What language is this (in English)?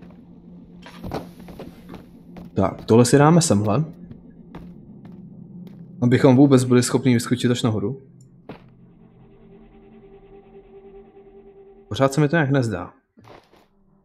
Czech